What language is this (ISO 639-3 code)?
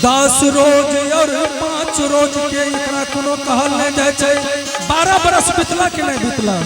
anp